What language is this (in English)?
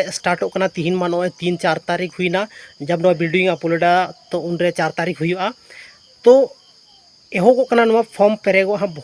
Santali